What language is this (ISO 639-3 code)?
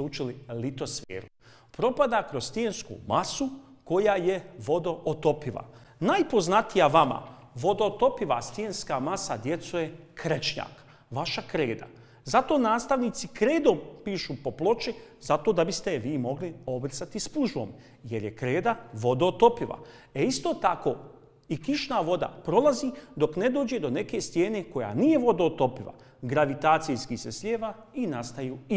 bos